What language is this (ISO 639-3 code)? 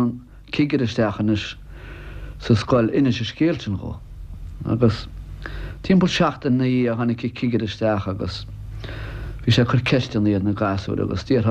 gle